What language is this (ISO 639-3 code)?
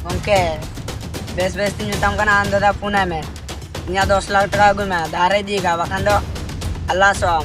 sat